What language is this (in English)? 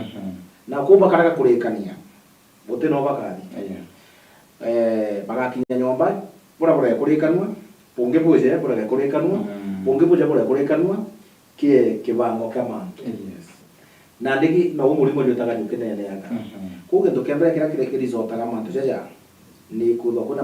Meru